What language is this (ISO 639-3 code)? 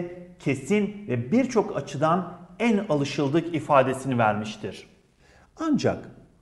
tur